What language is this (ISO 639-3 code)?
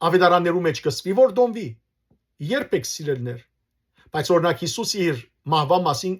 hyw